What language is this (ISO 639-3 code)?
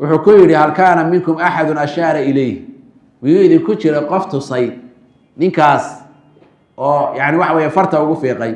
som